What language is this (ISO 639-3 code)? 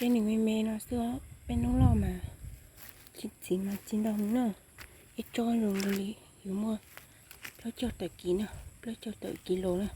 hmn